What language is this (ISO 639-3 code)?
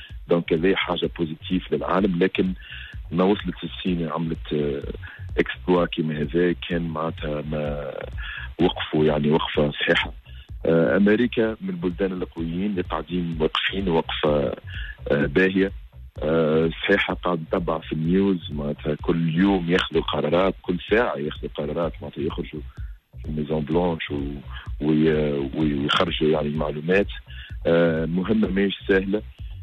aeb